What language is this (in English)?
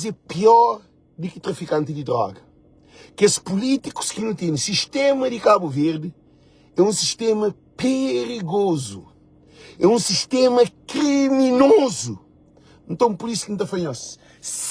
Kabuverdianu